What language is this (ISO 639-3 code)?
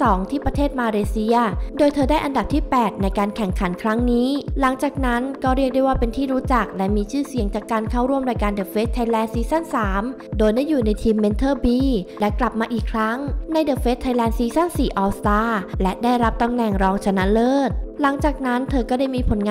tha